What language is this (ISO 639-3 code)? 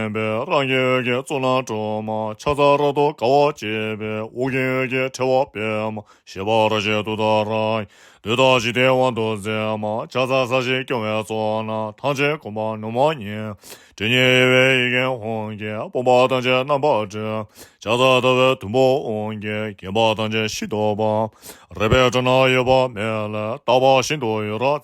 bod